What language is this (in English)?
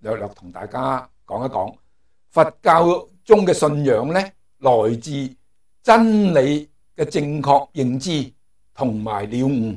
Cantonese